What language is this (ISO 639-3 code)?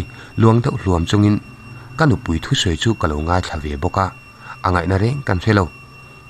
lus